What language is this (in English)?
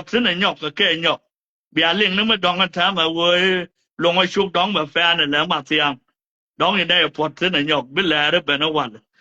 Nuer